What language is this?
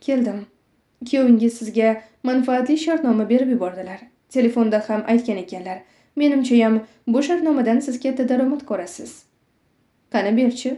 Uzbek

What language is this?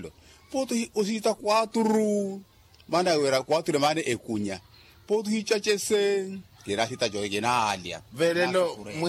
Makhuwa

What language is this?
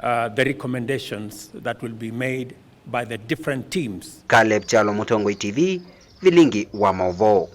Kamba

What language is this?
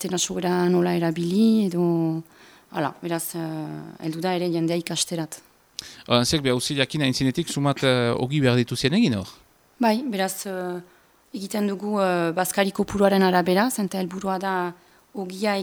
Basque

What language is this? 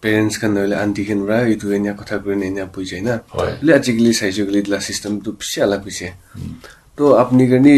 Naga Pidgin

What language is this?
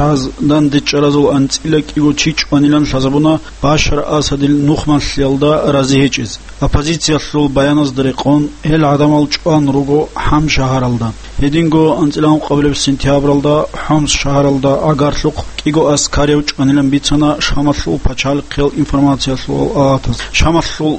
Avaric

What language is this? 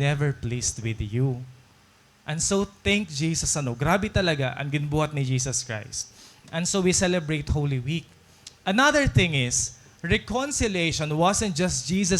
Waray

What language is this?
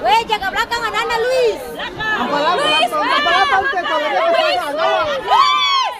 Ambonese Malay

